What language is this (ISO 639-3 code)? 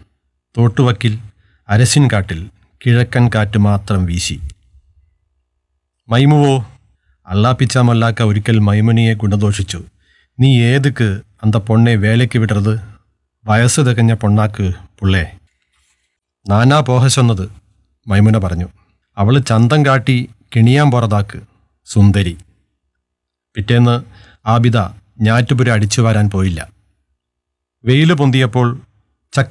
mal